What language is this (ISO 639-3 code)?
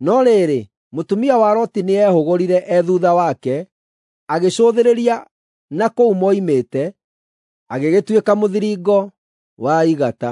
kik